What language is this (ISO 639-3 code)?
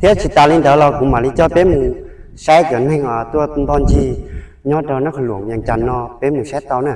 hmn